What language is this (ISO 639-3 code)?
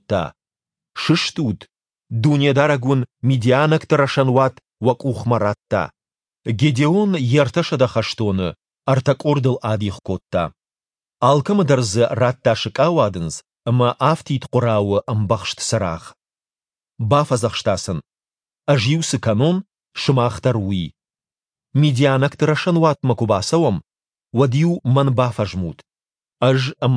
oss